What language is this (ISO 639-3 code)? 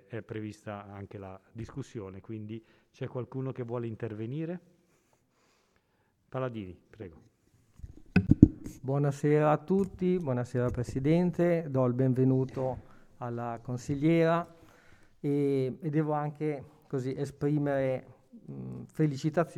ita